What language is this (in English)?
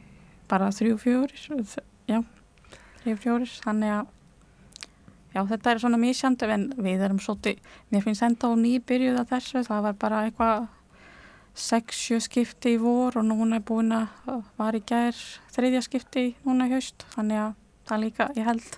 Icelandic